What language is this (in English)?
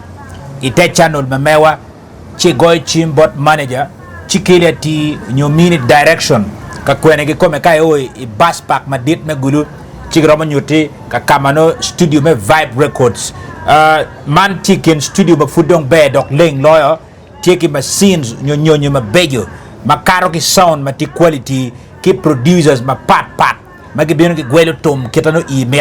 Acoli